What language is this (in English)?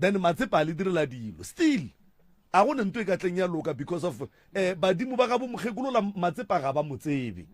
Northern Sotho